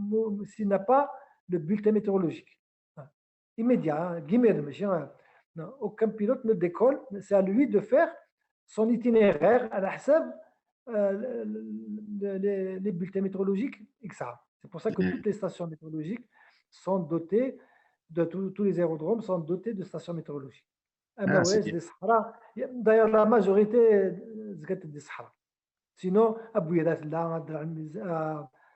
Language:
Kabyle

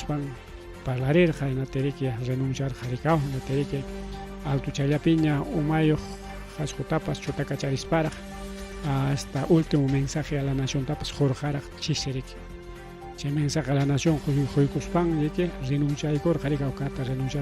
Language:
Ayacucho Quechua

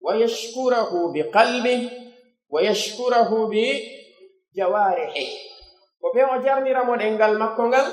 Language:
Pular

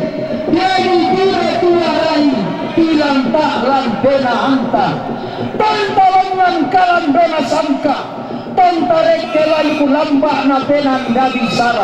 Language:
Toraja-Sa'dan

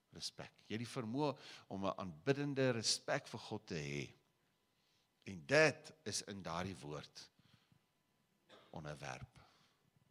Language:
Afrikaans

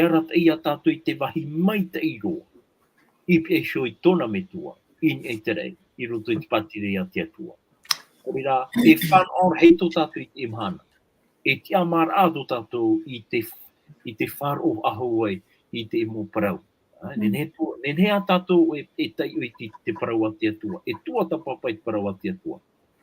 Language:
Tahitian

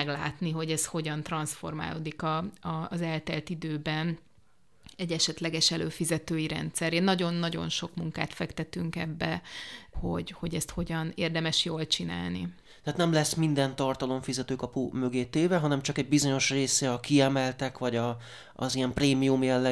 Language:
Hungarian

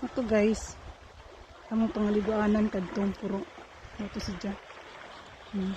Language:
Cebuano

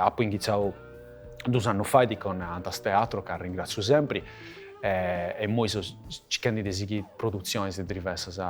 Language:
Sardinian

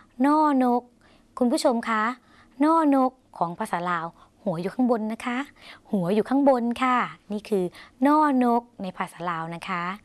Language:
Thai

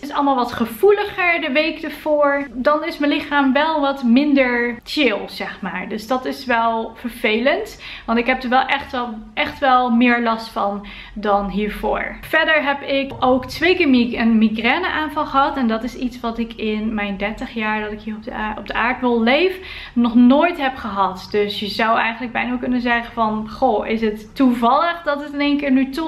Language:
Dutch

